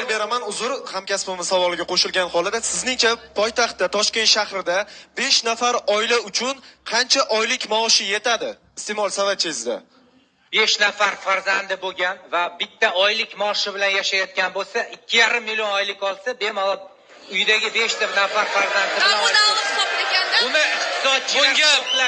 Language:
Uzbek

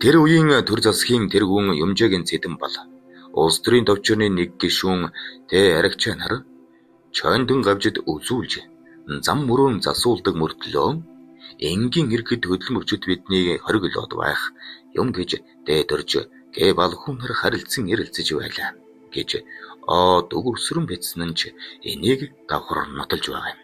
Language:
Mongolian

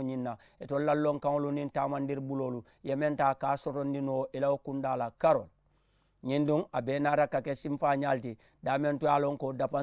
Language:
Mandingo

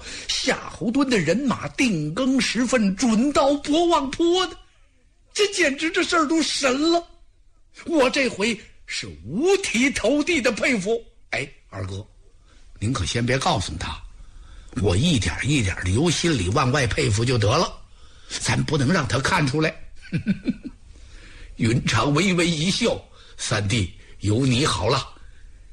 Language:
Chinese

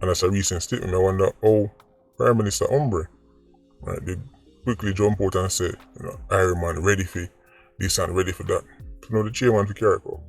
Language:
Jamaican Creole English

